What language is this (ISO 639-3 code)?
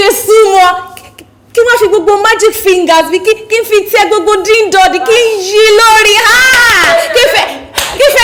yor